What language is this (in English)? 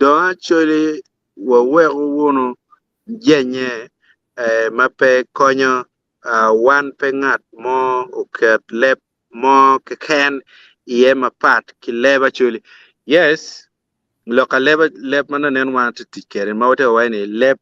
Acoli